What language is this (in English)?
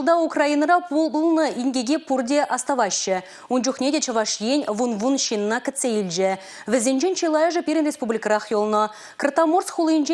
Chuvash